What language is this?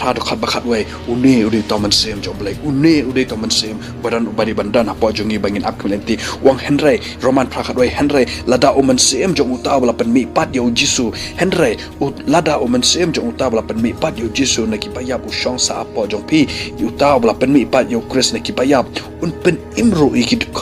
Khasi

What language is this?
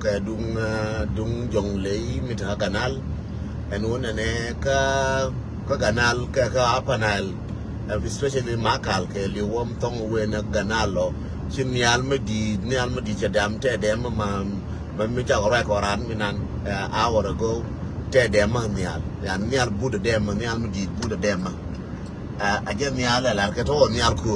Nuer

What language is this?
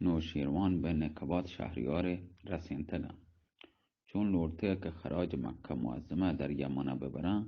Baluchi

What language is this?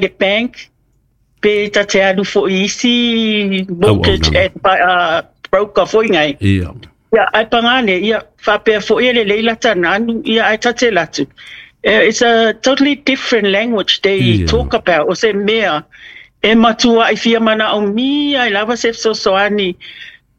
Samoan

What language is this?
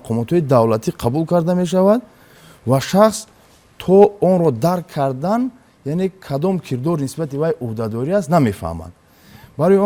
Tajik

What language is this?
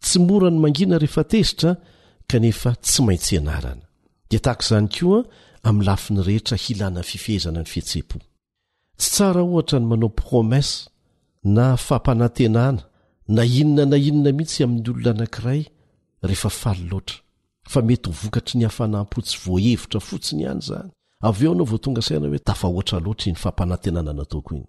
Malagasy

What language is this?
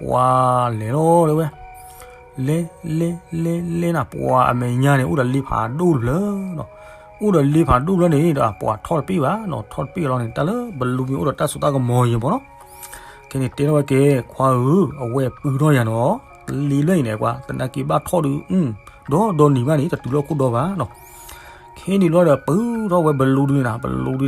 S'gaw Karen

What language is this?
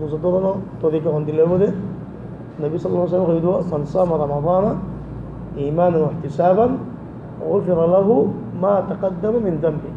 Rohingya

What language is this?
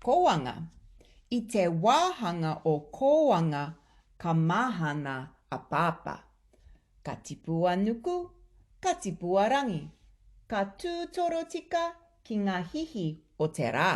Māori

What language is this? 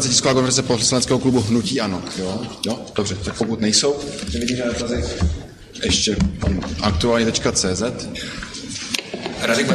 Czech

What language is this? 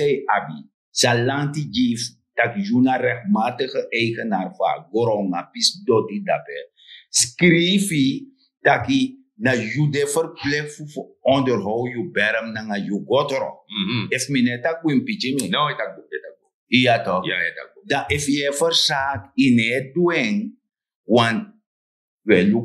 Sranan Tongo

